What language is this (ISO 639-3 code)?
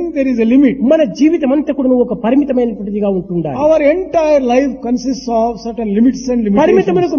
tel